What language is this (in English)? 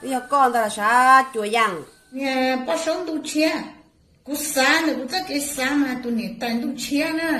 Hmong